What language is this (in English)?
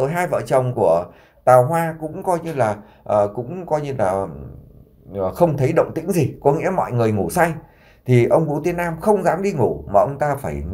Vietnamese